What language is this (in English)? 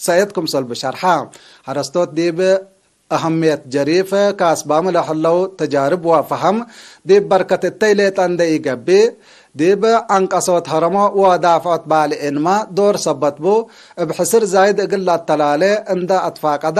Tigre